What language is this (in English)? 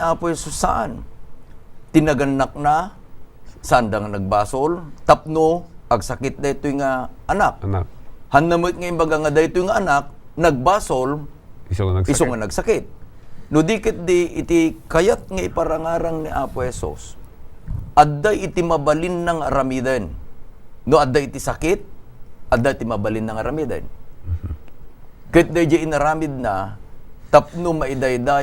Iloko